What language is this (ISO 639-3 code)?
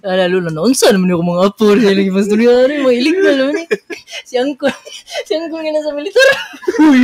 ceb